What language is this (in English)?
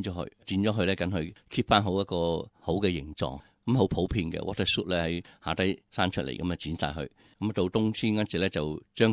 Cantonese